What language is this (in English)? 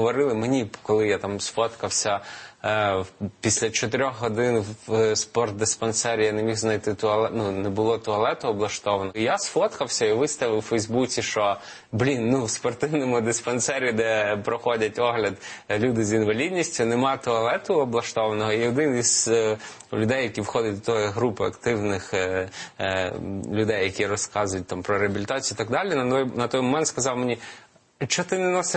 Ukrainian